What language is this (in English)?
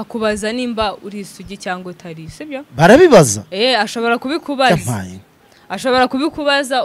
Kinyarwanda